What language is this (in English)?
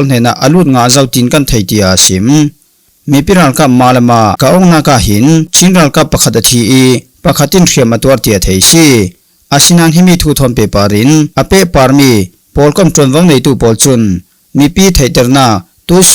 Falam Chin